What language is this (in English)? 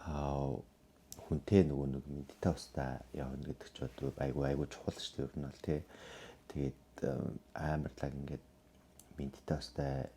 Mongolian